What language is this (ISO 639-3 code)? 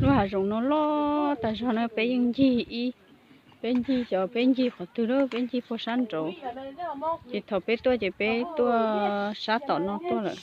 hmn